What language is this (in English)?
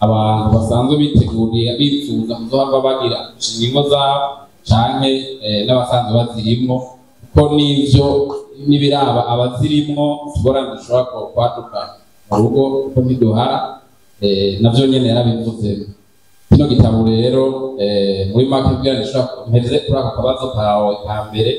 Rundi